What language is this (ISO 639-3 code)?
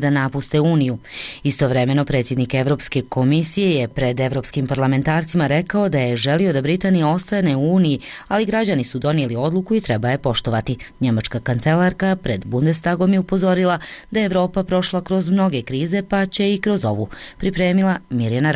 bos